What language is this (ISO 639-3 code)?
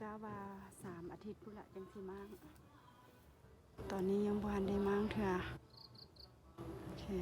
lao